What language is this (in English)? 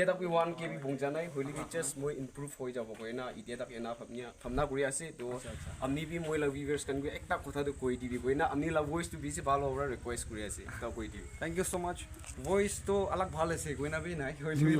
Naga Pidgin